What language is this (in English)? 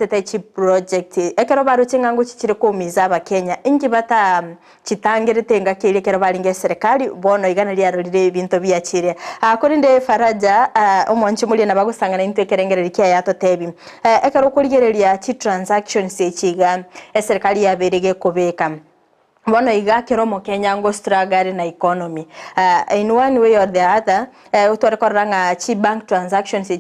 Gusii